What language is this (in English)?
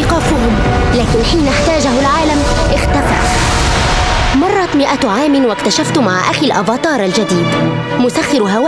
Arabic